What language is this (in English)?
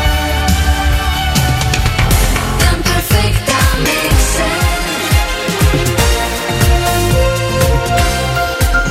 Swedish